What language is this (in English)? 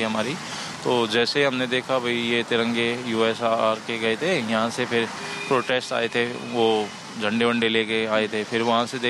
Hindi